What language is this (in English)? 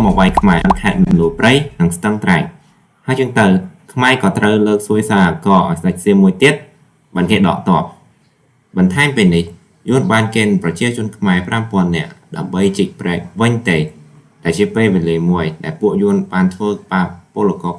Khmer